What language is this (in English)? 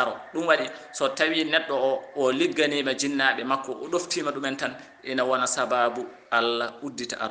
Fula